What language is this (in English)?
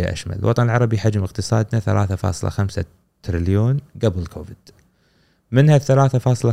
Gulf Arabic